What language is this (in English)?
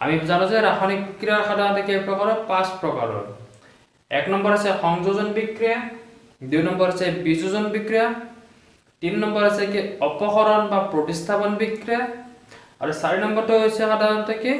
Assamese